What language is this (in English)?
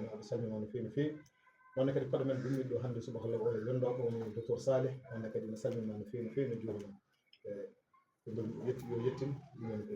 Fula